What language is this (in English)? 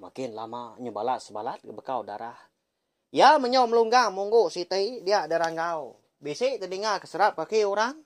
Iban